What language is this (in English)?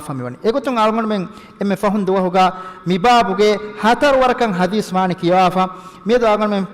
Divehi